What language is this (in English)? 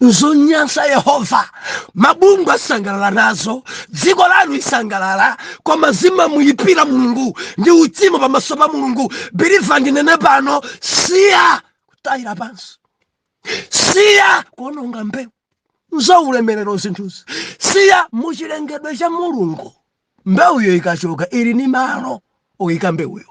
Nyanja